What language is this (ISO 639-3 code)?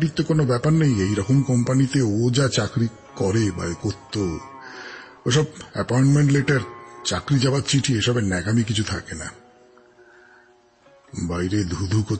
ben